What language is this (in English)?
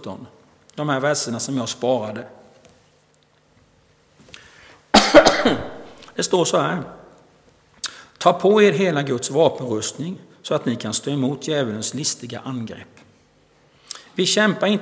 Swedish